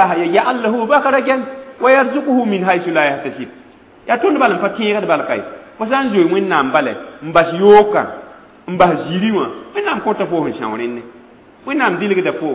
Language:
Mossi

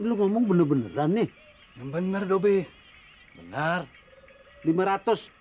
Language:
Betawi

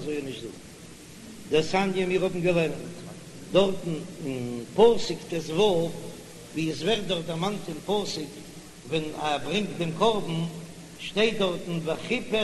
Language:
Yiddish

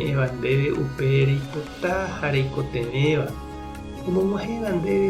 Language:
Guarani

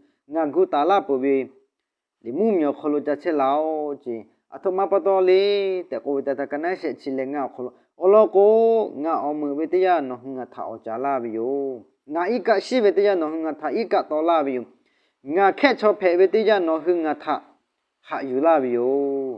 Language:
Lahu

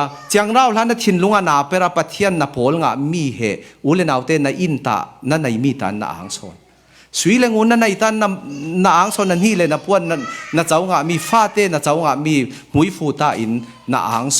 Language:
Falam Chin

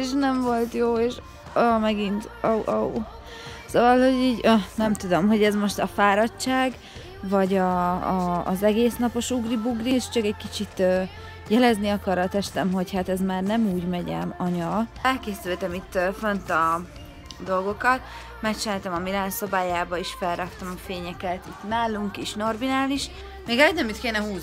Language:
Hungarian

